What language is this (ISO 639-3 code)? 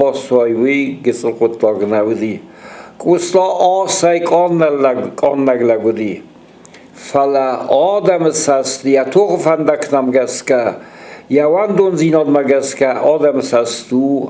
oss